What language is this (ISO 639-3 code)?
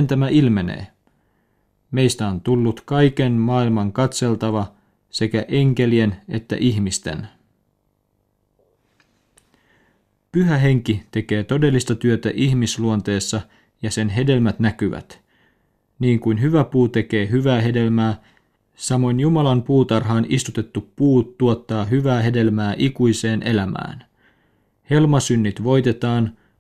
fin